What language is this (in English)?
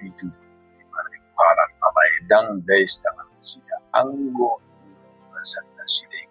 Batak Toba